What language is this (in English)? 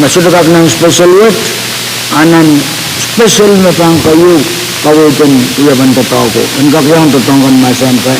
Pohnpeian